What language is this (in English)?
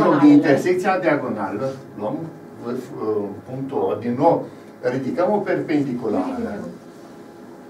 Romanian